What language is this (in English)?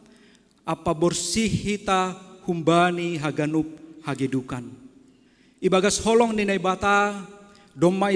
Batak Simalungun